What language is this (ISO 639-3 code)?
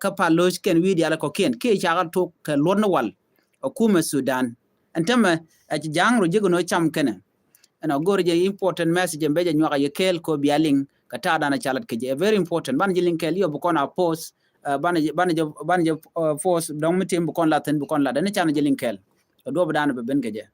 nus